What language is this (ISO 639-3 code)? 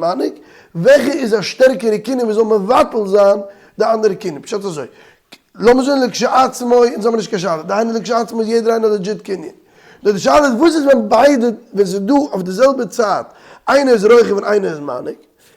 yid